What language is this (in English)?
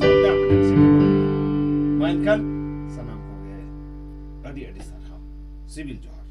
Santali